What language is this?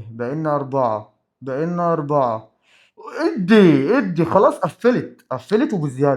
Egyptian Arabic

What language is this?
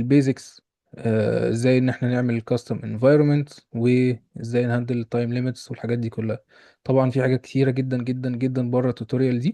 Egyptian Arabic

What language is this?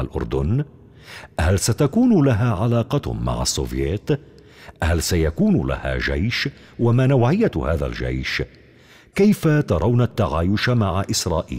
Arabic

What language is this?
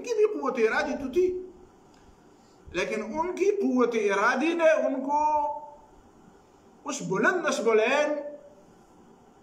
Urdu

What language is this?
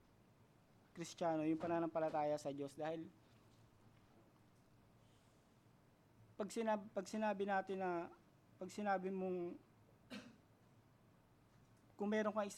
Filipino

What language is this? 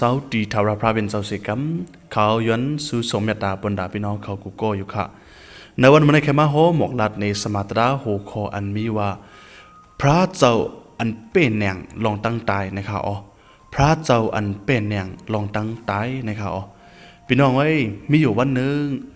Shan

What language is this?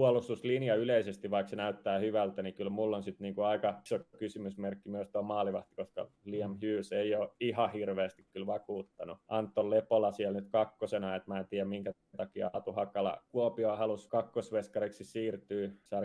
Finnish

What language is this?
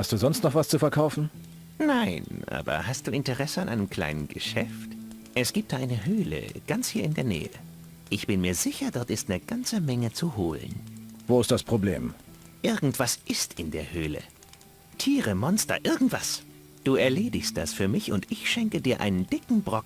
Bavarian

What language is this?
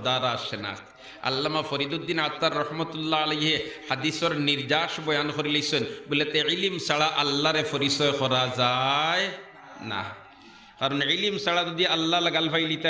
Sylheti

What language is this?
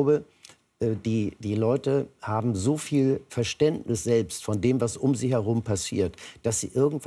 German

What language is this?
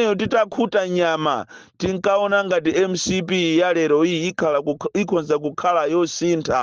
Nyanja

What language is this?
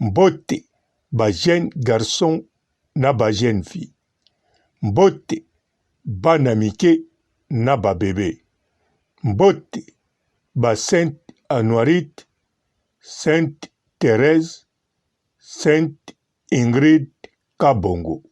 Lingala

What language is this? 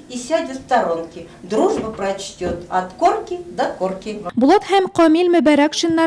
Tatar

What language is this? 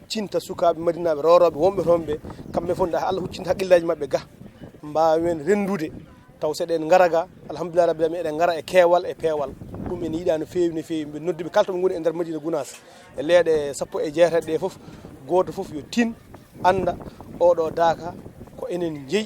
Fula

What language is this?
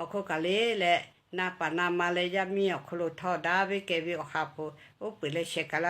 Lahu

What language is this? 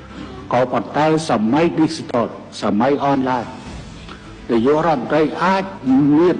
Khmer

